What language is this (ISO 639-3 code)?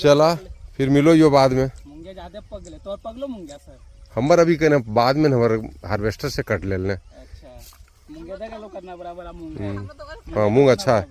mag